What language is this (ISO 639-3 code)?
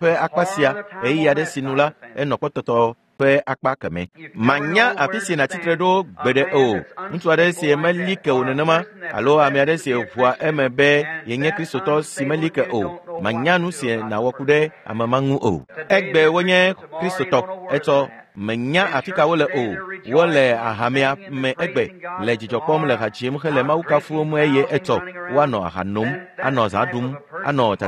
ewe